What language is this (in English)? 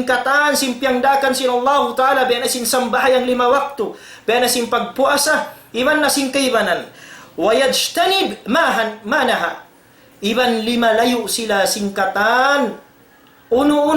Tausug